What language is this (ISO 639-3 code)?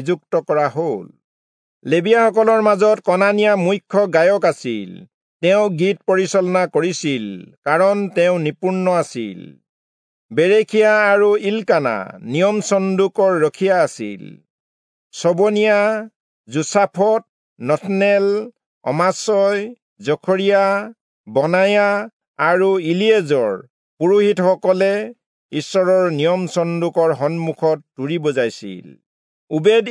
asm